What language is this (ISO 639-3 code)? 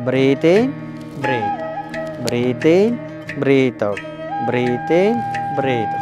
kan